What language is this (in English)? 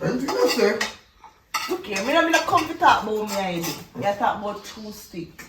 Jamaican Creole English